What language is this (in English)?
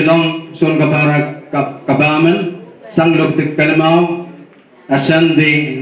Pohnpeian